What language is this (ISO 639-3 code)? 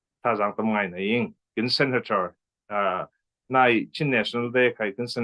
cfm